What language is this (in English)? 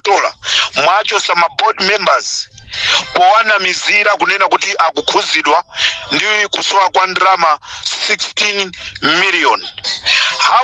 Nyanja